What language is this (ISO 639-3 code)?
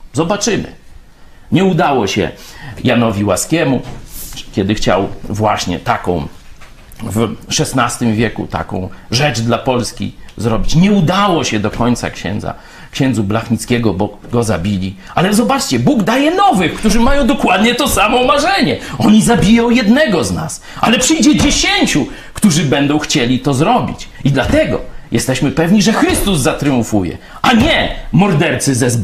pol